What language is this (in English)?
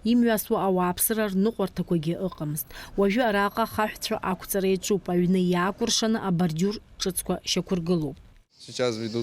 Abkhazian